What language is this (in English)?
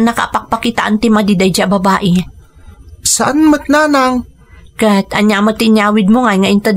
Iloko